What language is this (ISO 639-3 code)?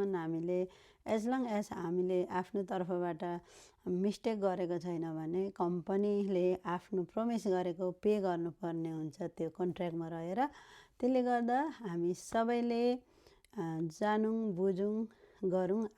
nep